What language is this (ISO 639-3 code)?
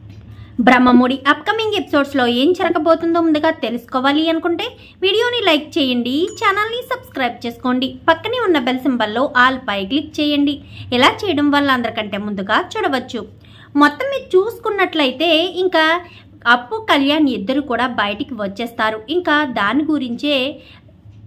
tel